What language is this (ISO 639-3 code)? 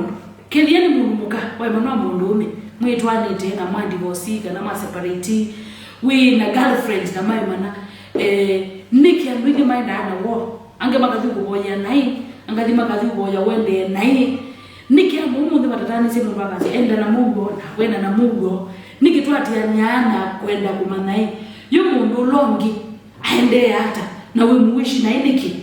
kam